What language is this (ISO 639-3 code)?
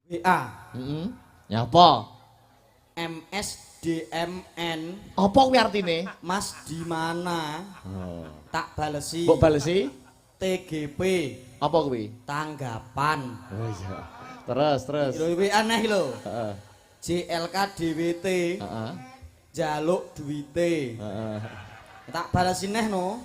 jav